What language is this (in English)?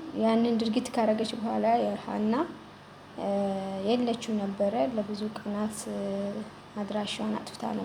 Amharic